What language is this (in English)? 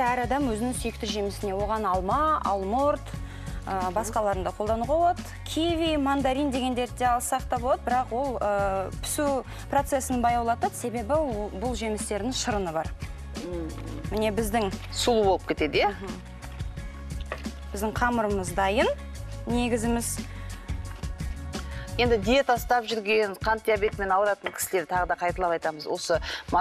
Kazakh